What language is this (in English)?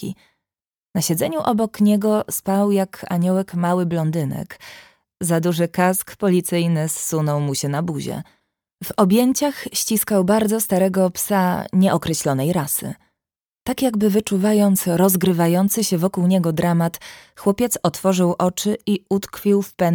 Polish